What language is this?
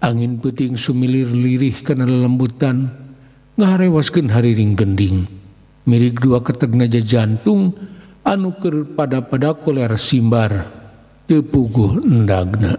Sundanese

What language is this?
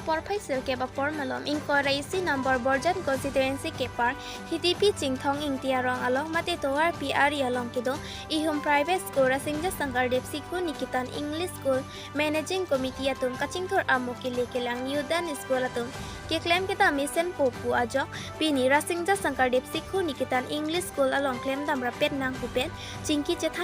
Karbi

